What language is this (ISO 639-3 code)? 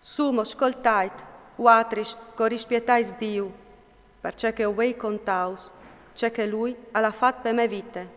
fur